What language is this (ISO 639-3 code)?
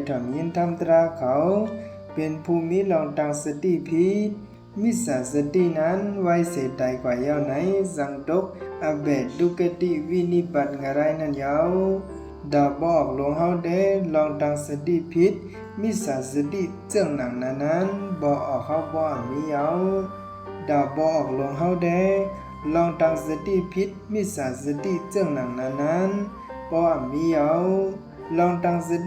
shn